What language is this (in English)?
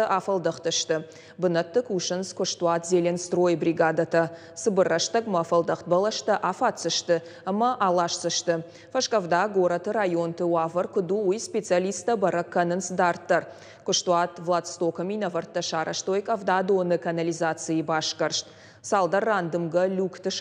Ossetic